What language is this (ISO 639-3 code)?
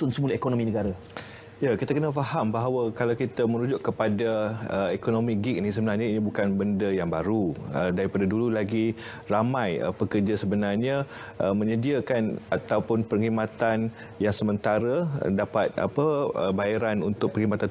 msa